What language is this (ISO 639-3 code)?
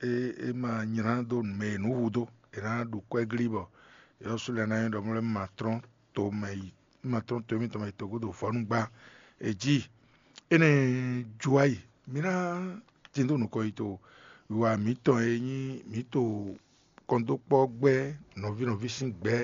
fon